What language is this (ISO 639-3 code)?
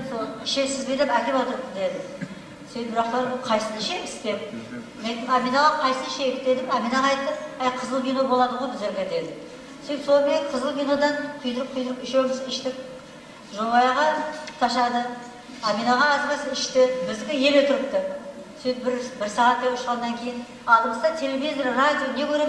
kaa